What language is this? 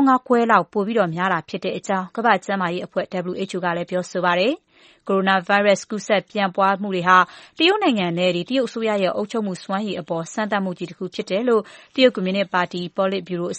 Burmese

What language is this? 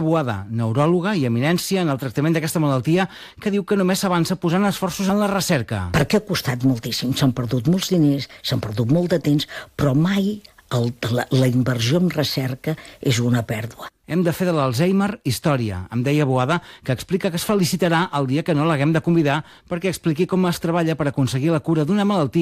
Catalan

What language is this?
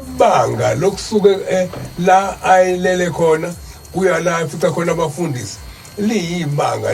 Zulu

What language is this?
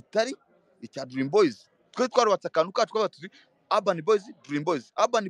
Kinyarwanda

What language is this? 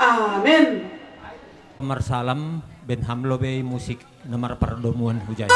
Batak Simalungun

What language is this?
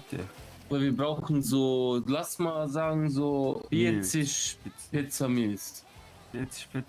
Swiss German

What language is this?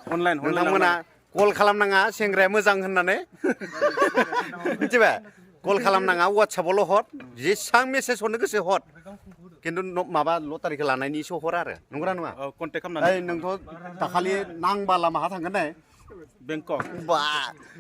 Bodo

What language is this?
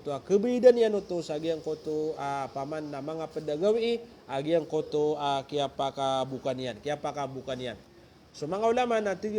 Maranao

